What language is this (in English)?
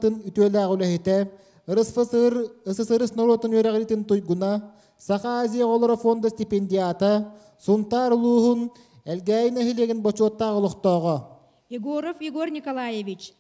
Yakut